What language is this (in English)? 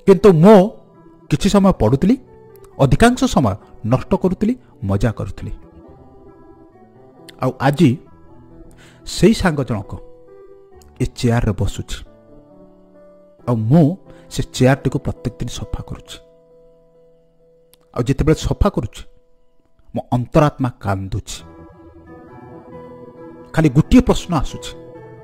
Odia